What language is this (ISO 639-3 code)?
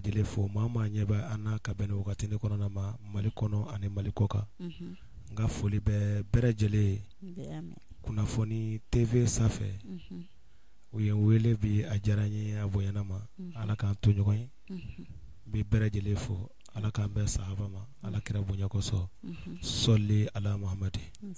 bam